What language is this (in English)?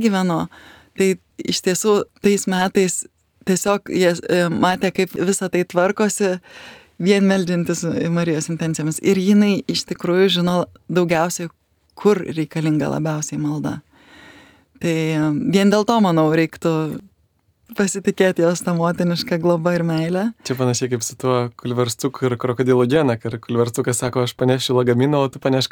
Lithuanian